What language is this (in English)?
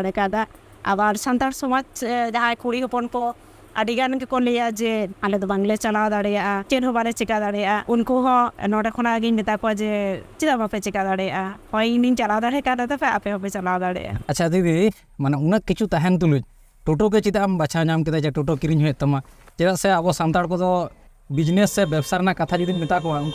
Santali